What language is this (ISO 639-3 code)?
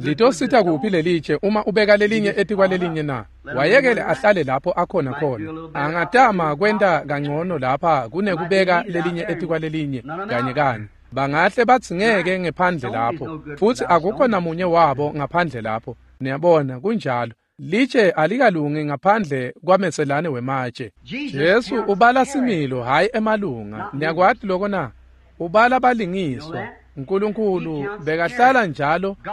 ssw